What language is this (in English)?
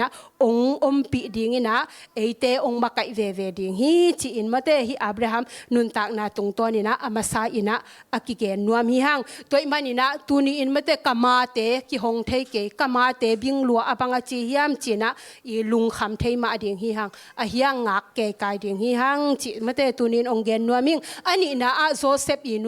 Tedim Chin